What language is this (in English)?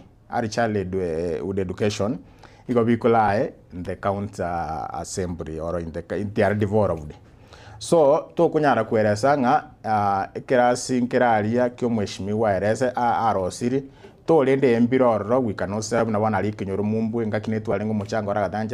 Gusii